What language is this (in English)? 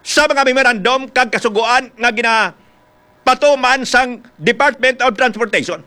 Hiligaynon